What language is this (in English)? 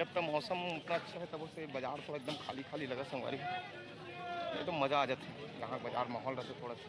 Chhattisgarhi